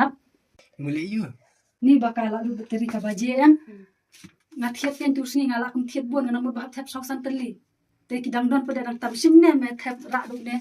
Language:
Khasi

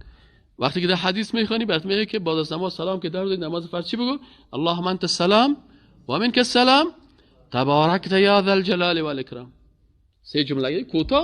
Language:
Persian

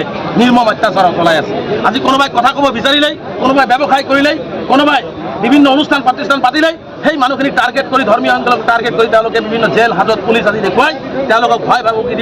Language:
Assamese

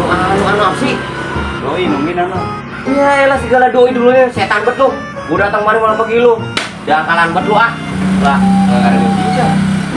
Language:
Betawi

